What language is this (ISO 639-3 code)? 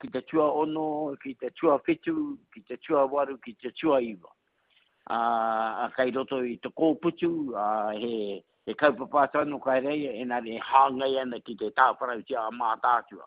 mri